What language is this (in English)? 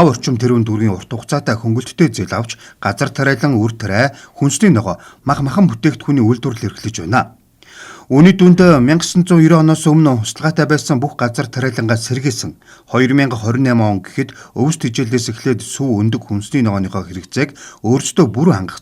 Mongolian